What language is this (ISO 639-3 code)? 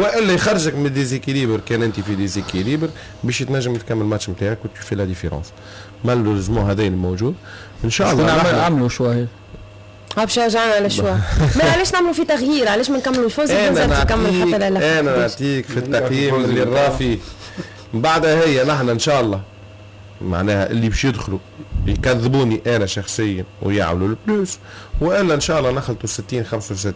aeb